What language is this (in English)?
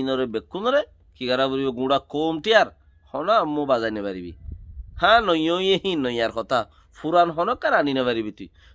Rohingya